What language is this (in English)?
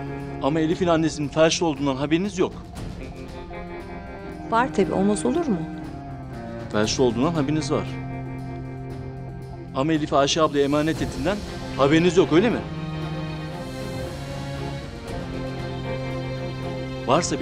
Turkish